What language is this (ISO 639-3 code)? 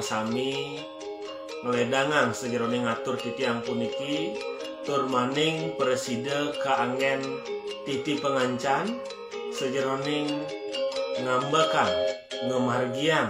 ban